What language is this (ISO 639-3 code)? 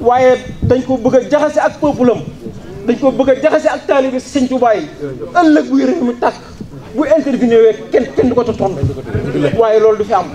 wol